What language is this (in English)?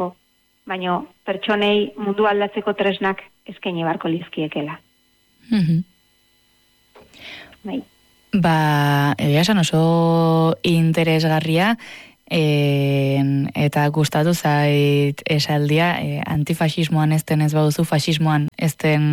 Basque